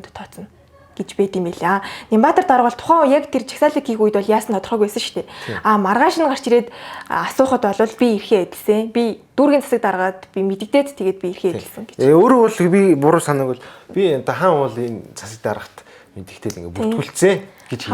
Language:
Mongolian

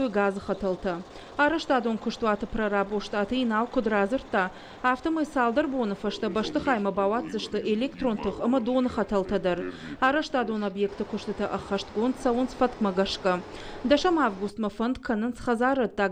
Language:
Ossetic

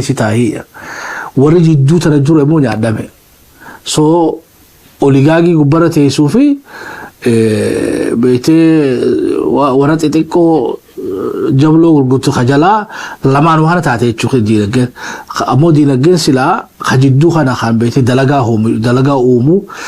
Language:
Oromo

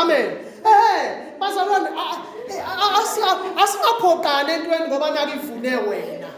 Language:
Zulu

